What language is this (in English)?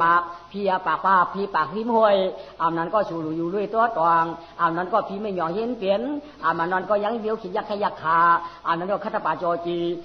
Shan